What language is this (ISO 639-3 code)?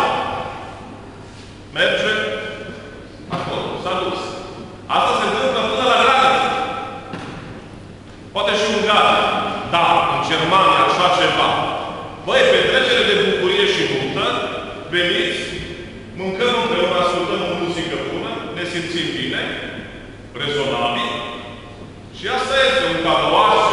ron